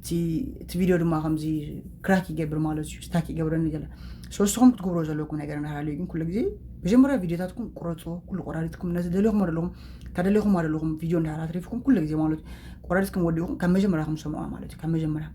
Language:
Tigrinya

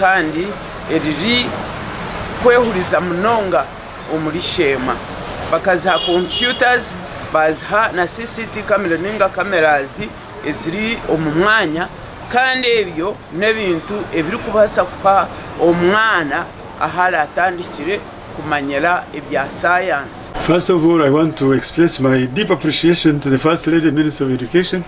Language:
Nyankole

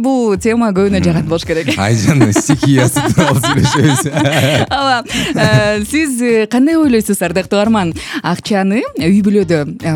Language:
Kyrgyz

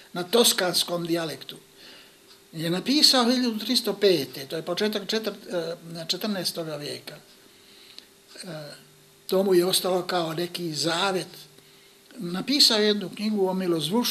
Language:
Bosnian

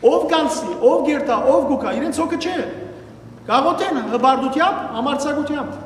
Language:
Western Armenian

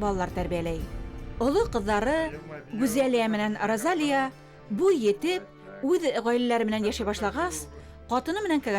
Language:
Bashkir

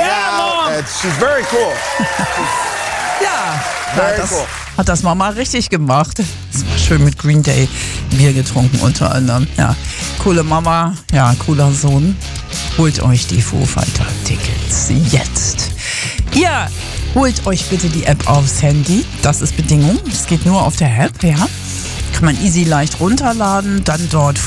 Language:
German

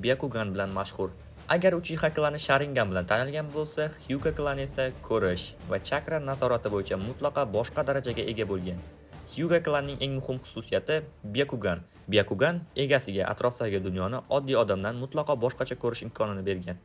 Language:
Uzbek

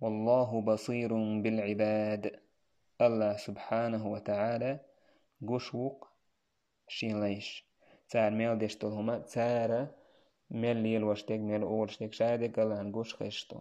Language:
Chechen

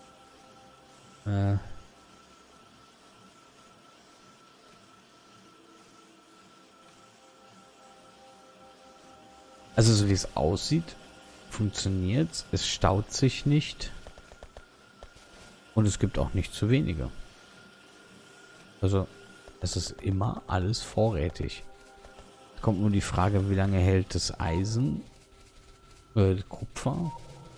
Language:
German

